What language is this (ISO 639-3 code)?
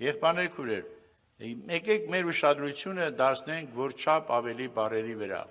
hye